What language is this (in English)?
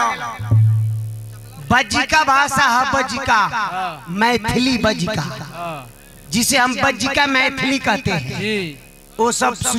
Bhojpuri